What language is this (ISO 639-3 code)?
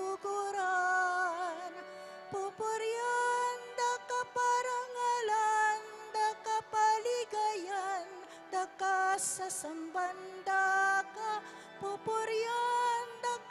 pam